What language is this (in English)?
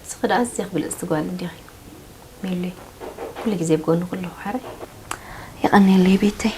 Tigrinya